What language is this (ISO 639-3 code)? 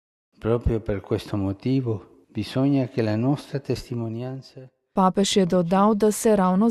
slv